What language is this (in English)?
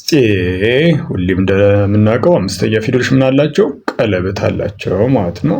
Amharic